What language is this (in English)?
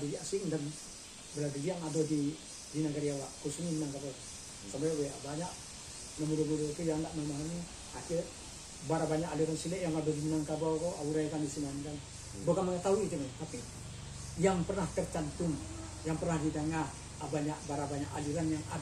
Minangkabau